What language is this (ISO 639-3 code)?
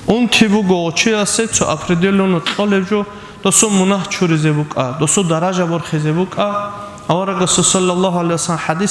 ava